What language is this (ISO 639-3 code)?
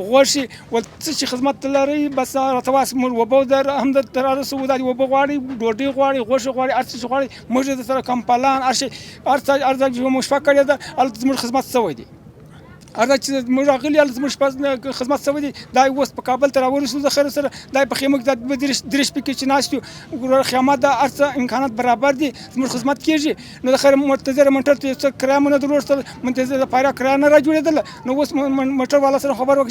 pus